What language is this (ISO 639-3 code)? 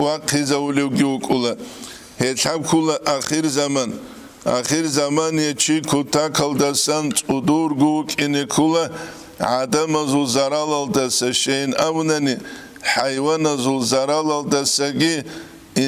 ava